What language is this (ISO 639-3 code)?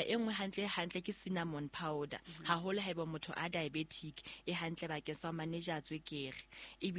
sot